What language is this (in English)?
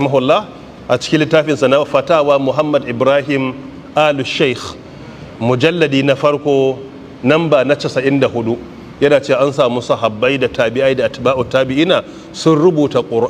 Hausa